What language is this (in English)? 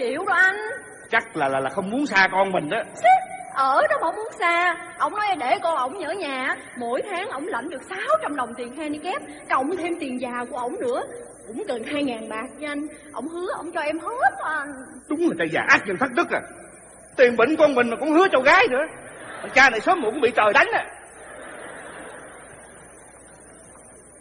Vietnamese